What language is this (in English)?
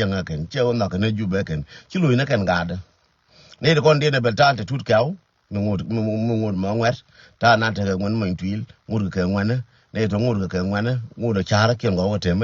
Nuer